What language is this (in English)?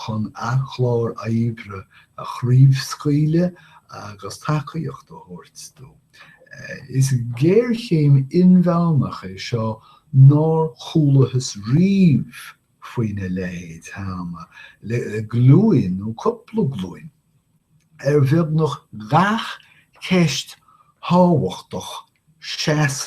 Irish